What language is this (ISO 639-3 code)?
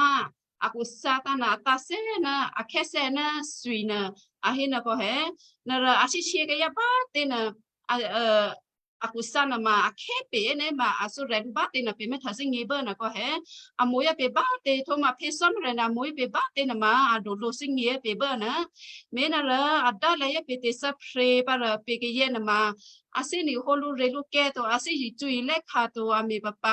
kyu